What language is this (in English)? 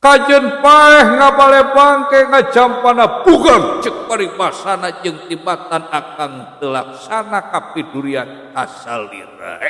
Sundanese